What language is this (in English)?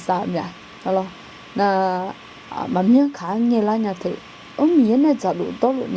Akha